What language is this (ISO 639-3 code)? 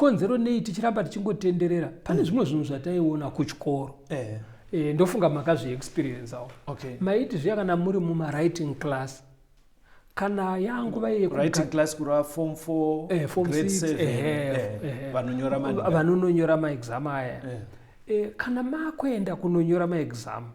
sna